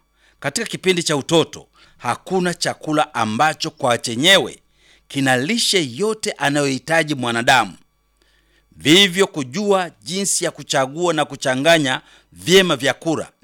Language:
Swahili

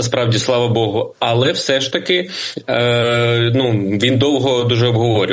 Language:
Ukrainian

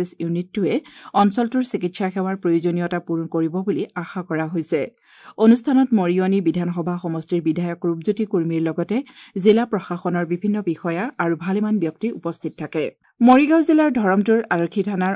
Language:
Assamese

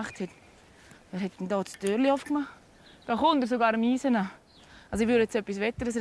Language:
Swiss German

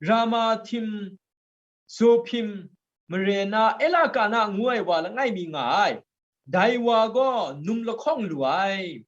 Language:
Kachin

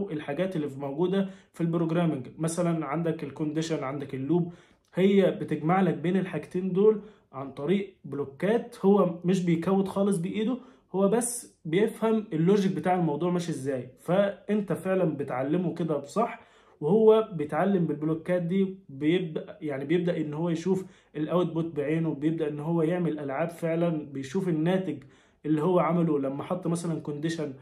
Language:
Egyptian Arabic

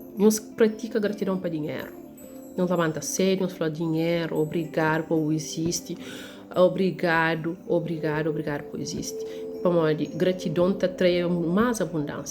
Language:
Kabuverdianu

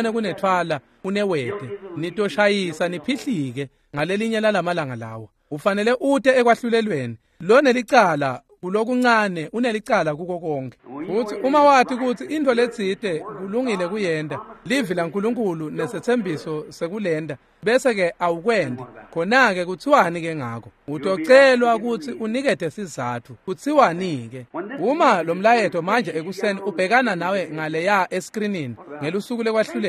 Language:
Swati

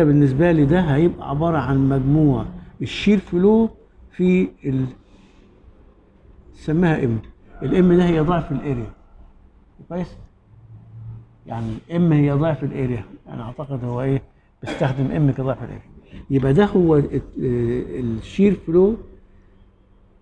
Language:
Egyptian Arabic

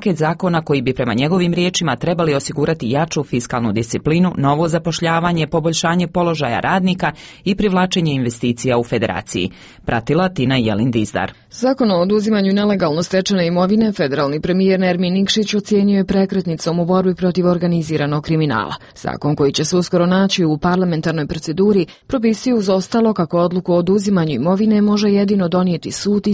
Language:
Bosnian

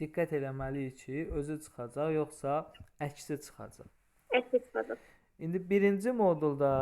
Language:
Azerbaijani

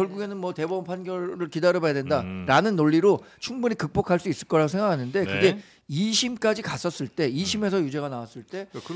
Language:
Korean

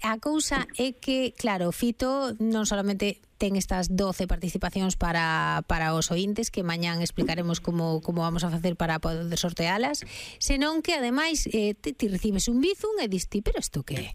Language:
Galician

